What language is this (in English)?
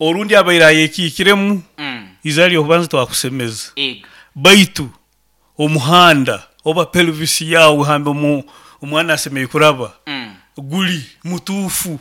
Nyankole